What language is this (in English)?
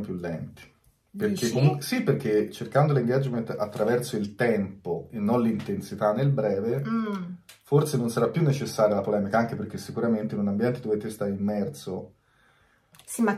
Italian